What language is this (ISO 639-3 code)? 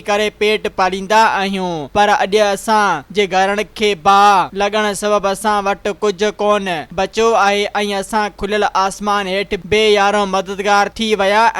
snd